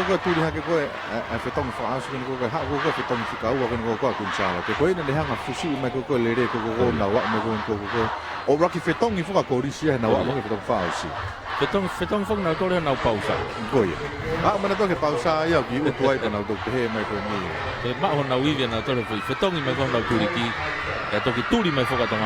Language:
Tongan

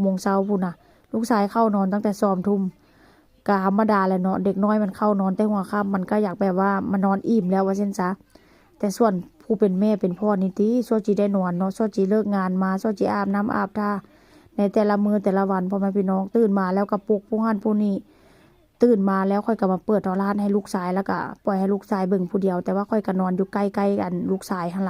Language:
Northeastern Thai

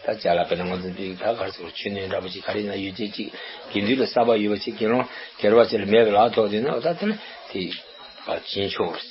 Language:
Tibetan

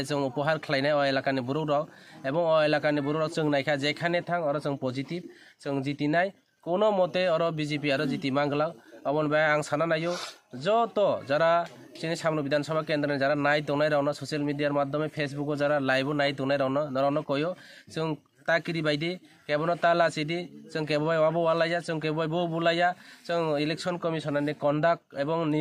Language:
Kok Borok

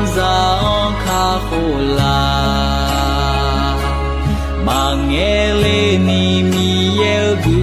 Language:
Akha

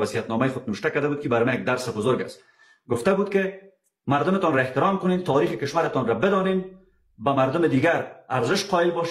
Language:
Persian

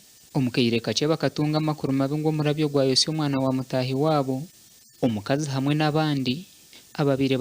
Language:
Nyankole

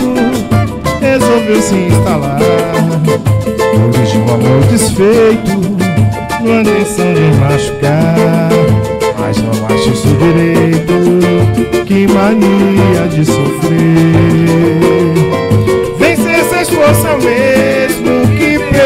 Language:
Portuguese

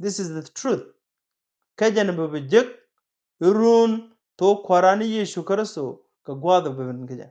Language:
Nuer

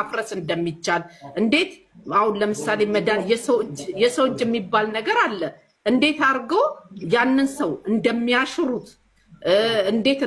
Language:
Amharic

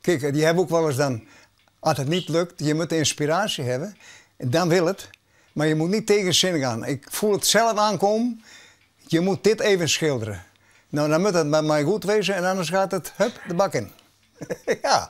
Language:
Western Frisian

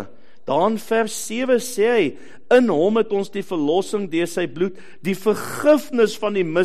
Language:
Afrikaans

